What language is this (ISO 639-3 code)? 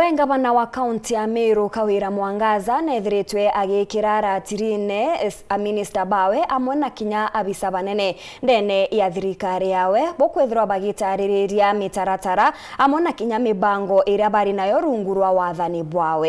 mer